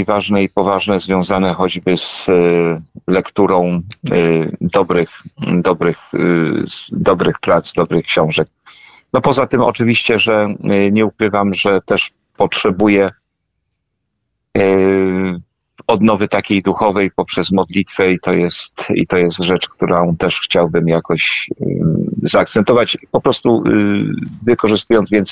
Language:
Polish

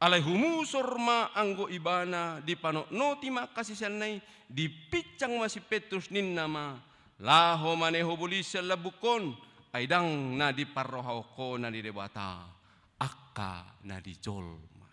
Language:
Batak Toba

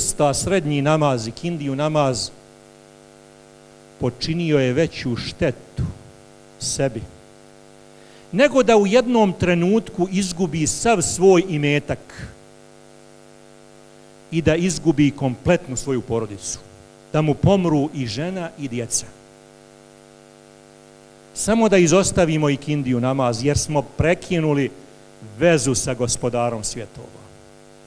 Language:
Bosnian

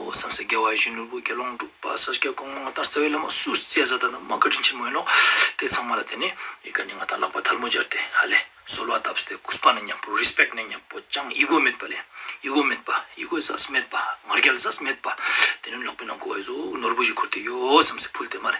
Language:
Ladakhi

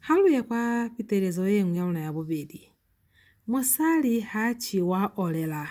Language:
Lozi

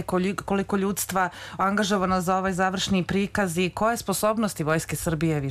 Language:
Serbian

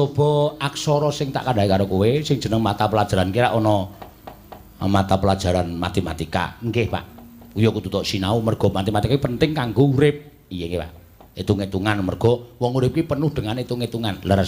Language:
Javanese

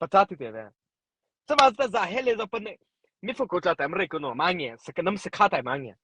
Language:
Mara Chin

